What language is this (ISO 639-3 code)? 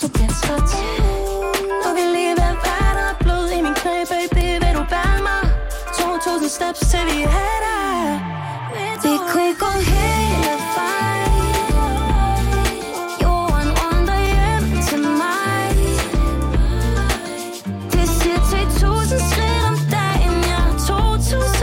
dan